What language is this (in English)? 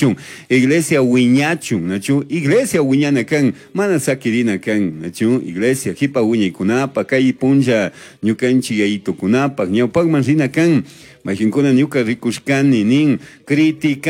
Chimborazo Highland Quichua